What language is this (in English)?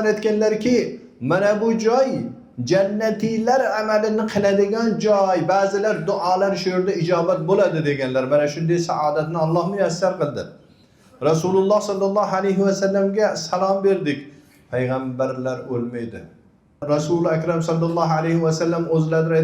Uzbek